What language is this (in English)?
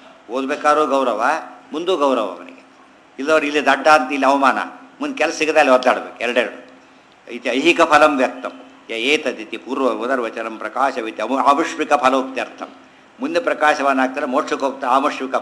Kannada